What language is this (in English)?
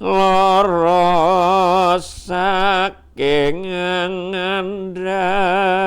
Javanese